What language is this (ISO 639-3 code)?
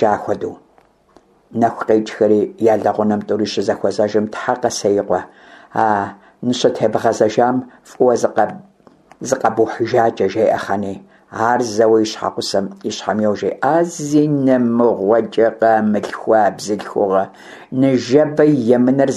kbd